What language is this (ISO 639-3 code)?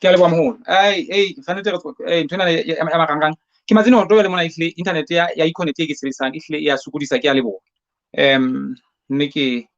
sot